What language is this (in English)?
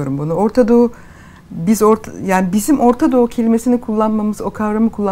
Turkish